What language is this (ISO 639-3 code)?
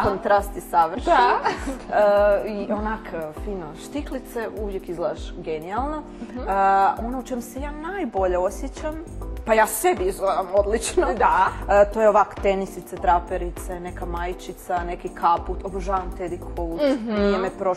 hrv